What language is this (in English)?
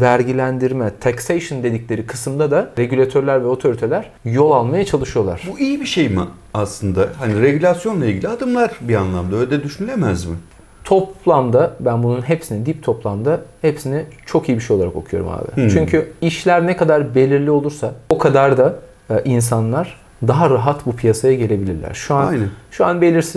Turkish